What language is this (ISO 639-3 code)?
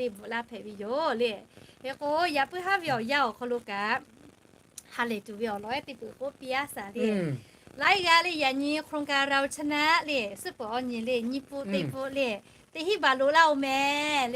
lhu